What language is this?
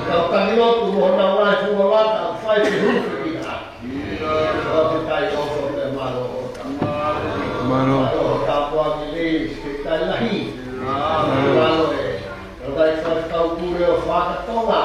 Tongan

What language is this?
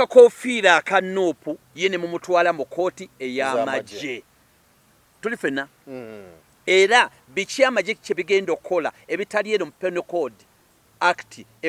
Ganda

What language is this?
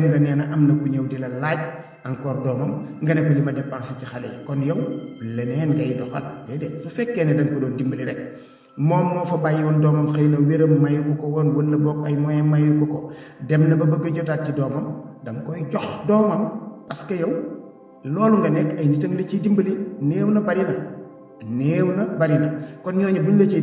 Wolof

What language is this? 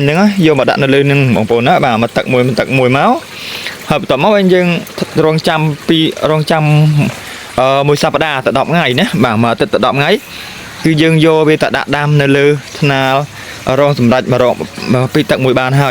Khmer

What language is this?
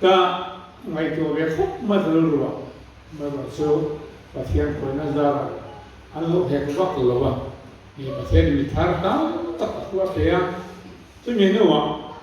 Mizo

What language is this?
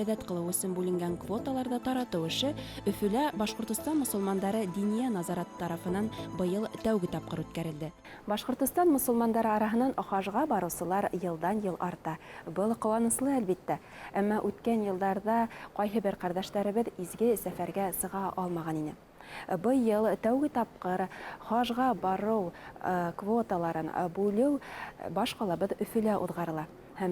Bashkir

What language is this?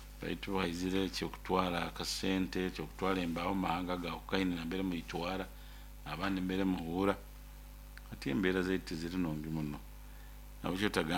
Nyoro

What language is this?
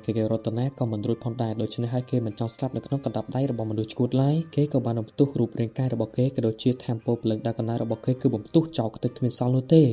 Khmer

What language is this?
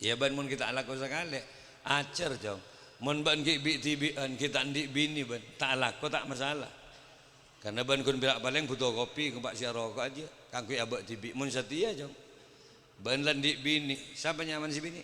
Madurese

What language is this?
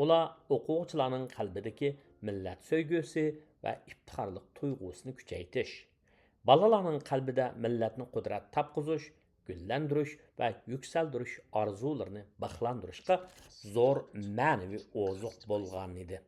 Uyghur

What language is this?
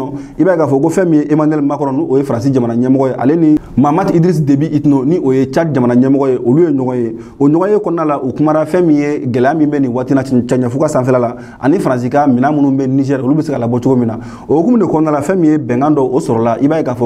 Bambara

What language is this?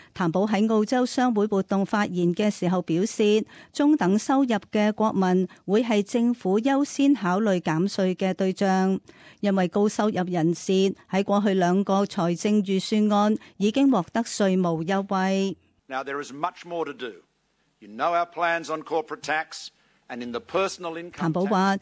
Cantonese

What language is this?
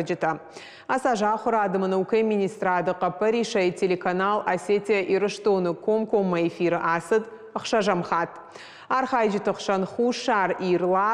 Ossetic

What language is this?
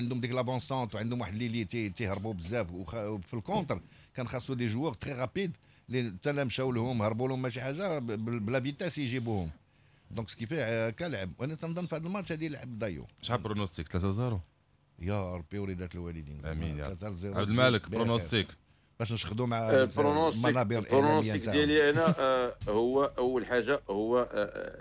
Moroccan Arabic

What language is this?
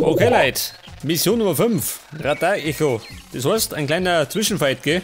Bavarian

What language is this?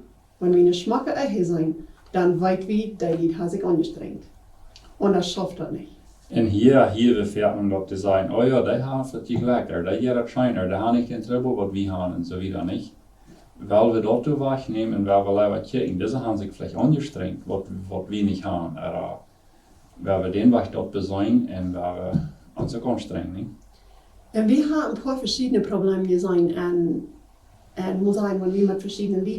Plautdietsch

